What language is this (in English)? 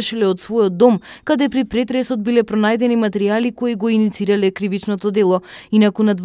Macedonian